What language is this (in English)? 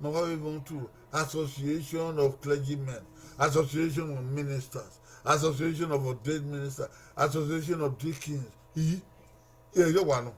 Bini